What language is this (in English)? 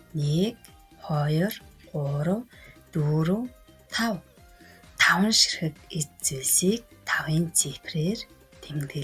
Mongolian